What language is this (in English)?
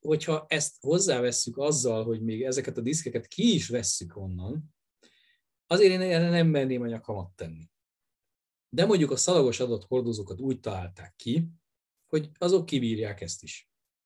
Hungarian